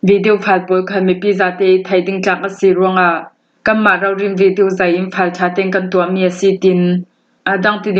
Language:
Hakha Chin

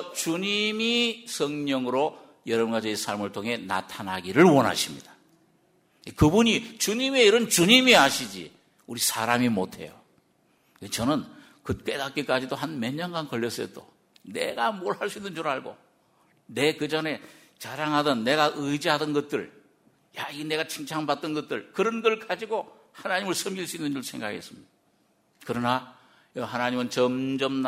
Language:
Korean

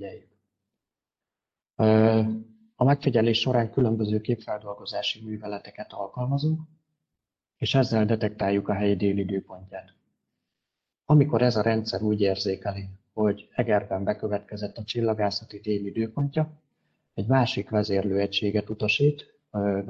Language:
Hungarian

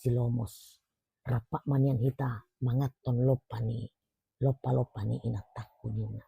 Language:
Batak Toba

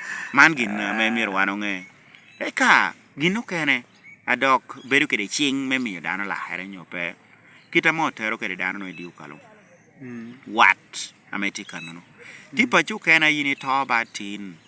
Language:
Lango (Uganda)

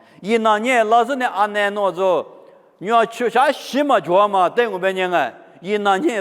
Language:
Lisu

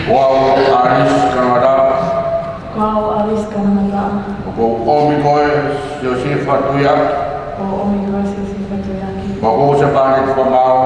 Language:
Tongan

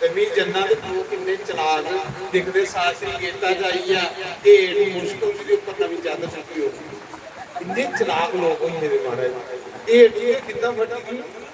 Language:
Dogri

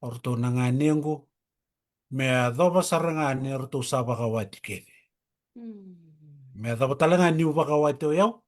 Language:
Fijian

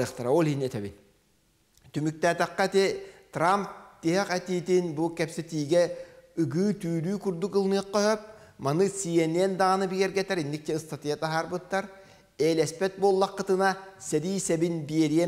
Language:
Yakut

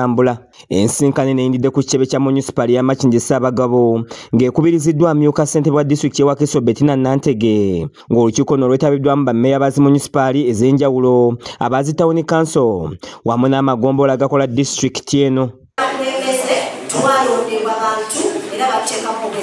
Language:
Ganda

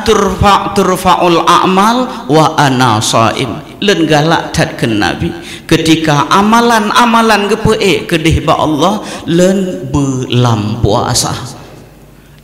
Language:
Achinese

